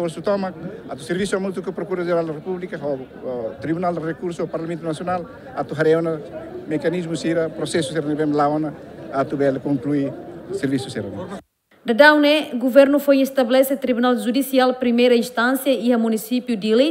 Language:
Tetum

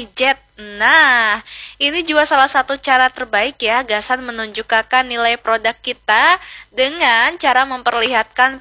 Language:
Banjar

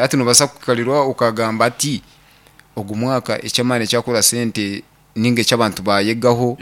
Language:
Nyankole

